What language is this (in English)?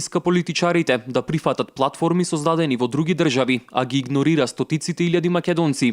Macedonian